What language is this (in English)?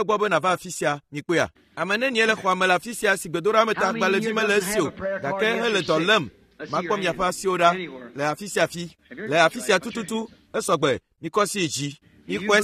Ewe